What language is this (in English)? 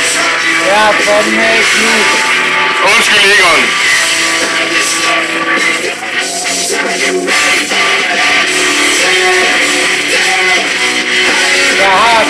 Danish